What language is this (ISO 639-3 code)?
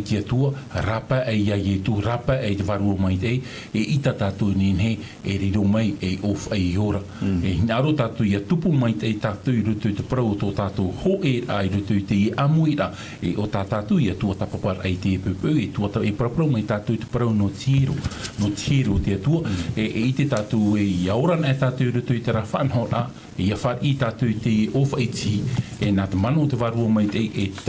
tah